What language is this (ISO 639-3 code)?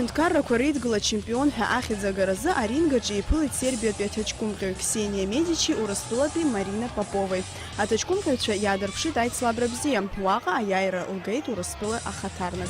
abk